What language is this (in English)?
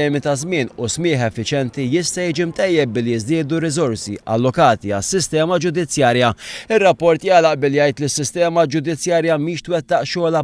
Maltese